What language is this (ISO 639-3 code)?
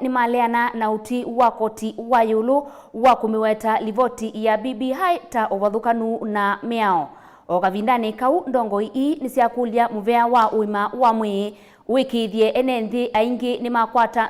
kam